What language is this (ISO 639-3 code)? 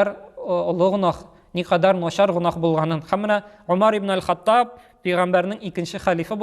tat